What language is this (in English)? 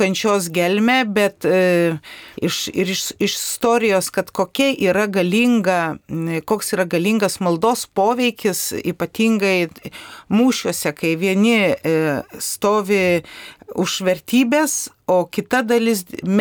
Lithuanian